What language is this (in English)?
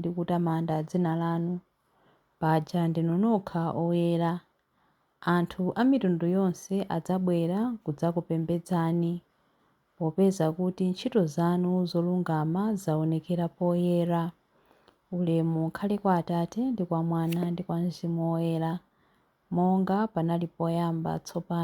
Nyanja